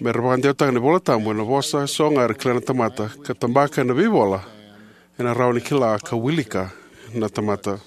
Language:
Fijian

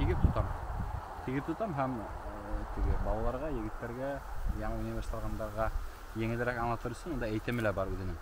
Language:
Bashkir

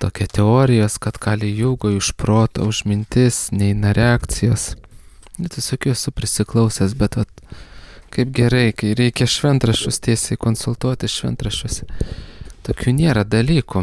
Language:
Lithuanian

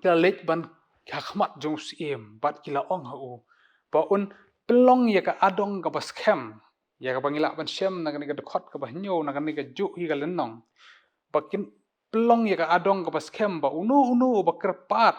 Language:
Khasi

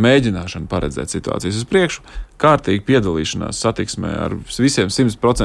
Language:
Latvian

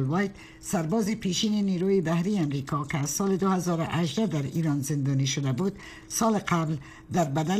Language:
Persian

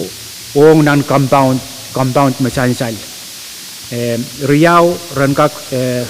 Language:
Pohnpeian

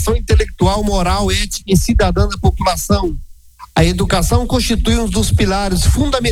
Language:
Portuguese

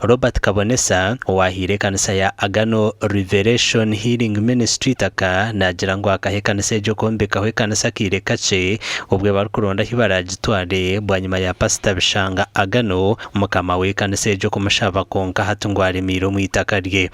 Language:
Nyankole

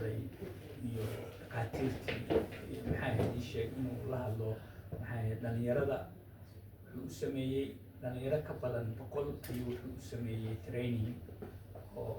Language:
Somali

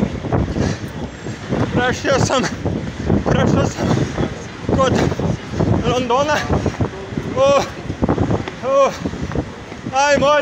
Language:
Croatian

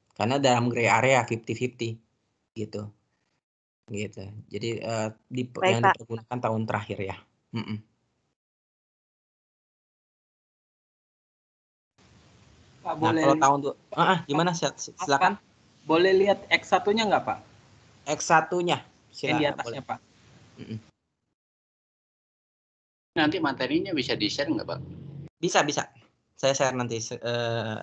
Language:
Indonesian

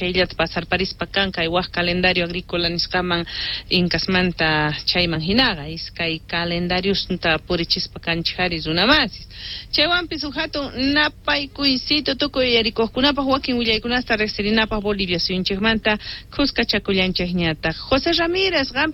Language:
Quechua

